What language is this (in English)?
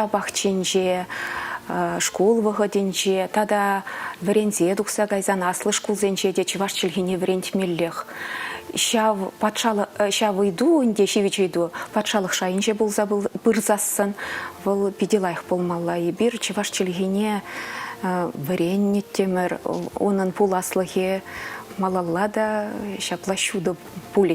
Chuvash